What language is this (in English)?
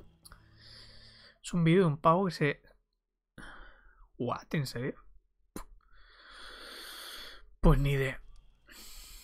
Spanish